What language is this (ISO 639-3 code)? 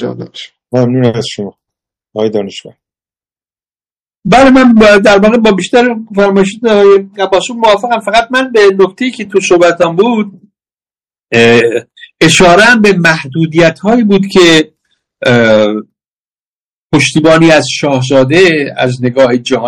fas